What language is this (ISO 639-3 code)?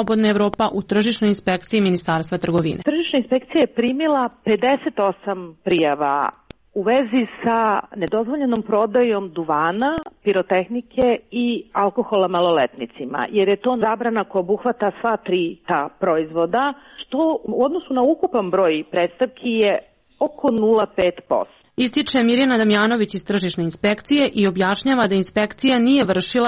srp